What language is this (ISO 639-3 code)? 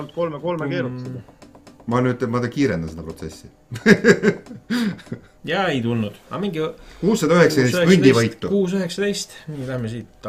est